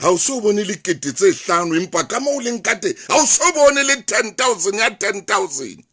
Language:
Southern Sotho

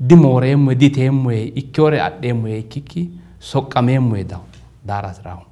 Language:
Sidamo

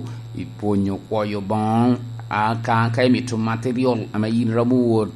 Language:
Lango (Uganda)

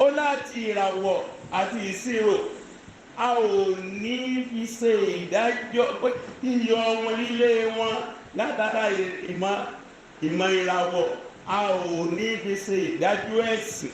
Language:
Yoruba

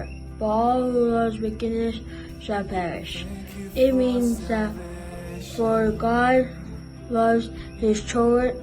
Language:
Pohnpeian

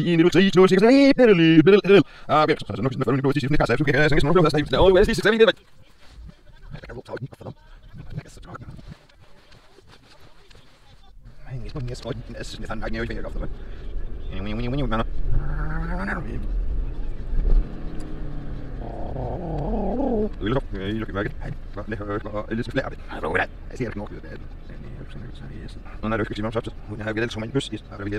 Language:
Danish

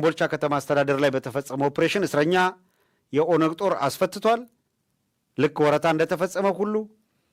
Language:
Amharic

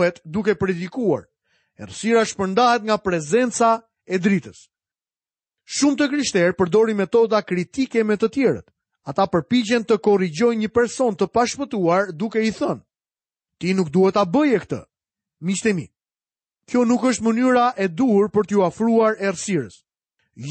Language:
Albanian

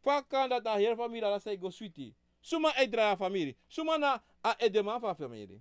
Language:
Sranan Tongo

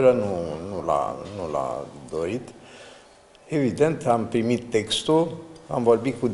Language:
Romanian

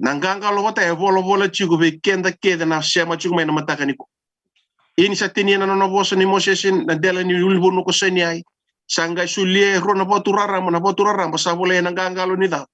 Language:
Fijian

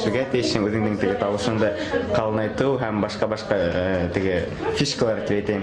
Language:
Bashkir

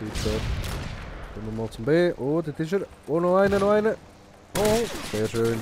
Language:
Swiss German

